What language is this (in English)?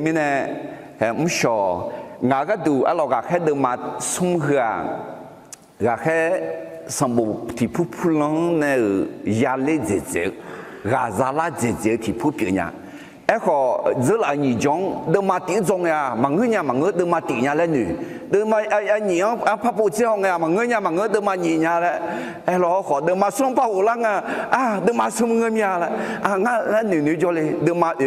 Akha